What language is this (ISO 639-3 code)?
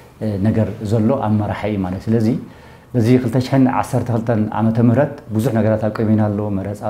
tir